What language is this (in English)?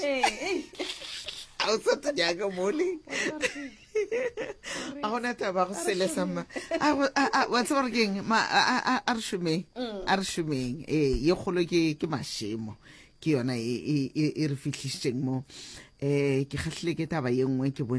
Northern Sotho